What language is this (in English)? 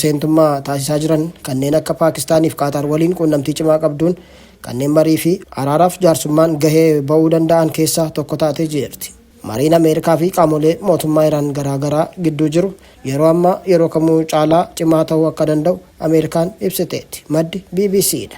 Oromo